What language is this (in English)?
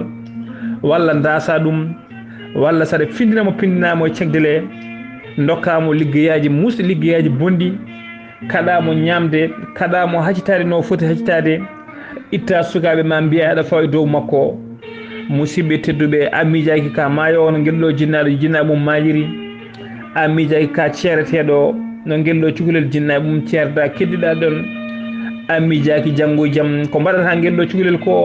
Fula